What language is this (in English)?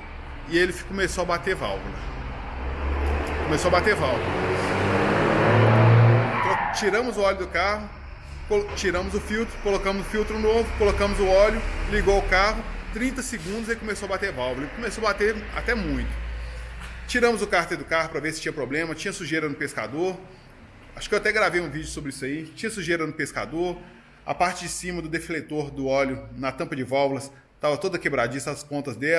Portuguese